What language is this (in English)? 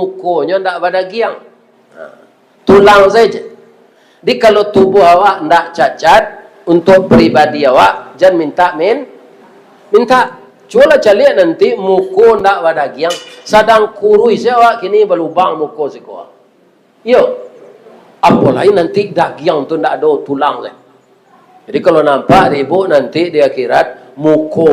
Minangkabau